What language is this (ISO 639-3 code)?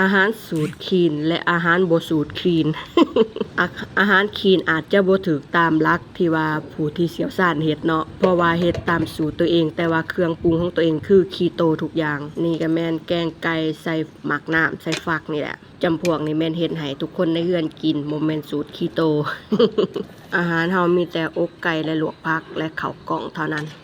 lao